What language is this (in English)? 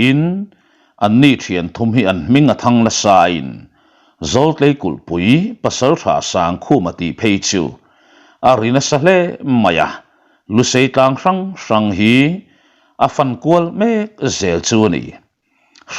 Mizo